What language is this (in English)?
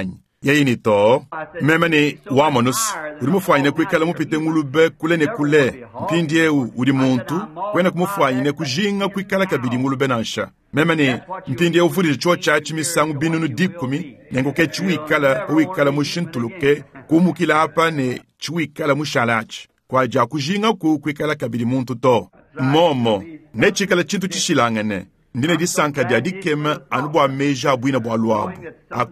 Luba-Lulua